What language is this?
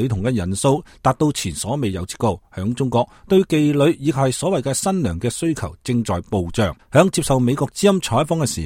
Cantonese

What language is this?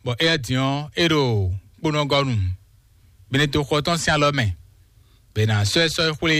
Fon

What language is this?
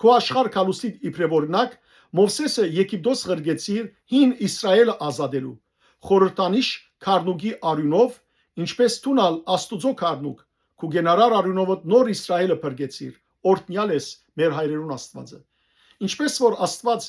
Western Armenian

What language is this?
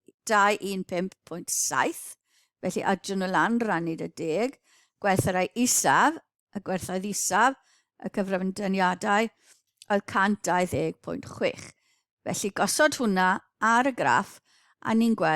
Welsh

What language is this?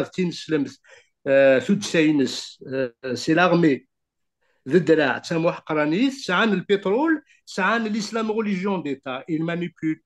Kabyle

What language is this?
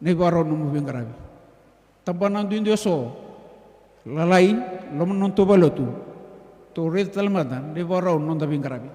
Fijian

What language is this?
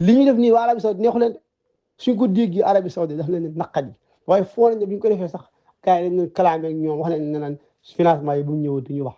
Wolof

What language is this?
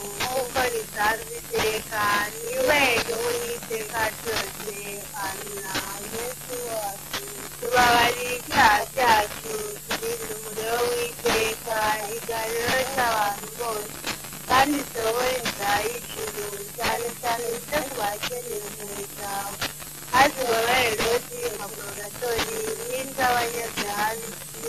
Kinyarwanda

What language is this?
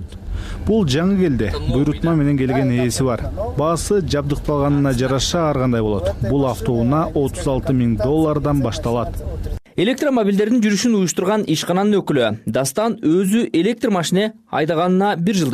Kyrgyz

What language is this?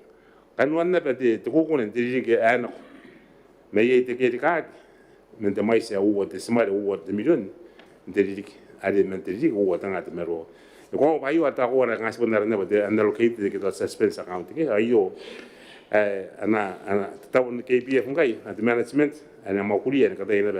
Gilbertese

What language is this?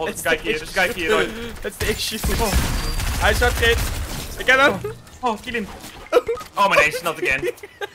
Dutch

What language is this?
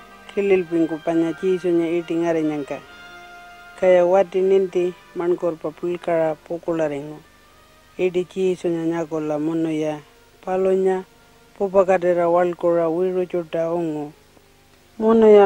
Pitjantjatjara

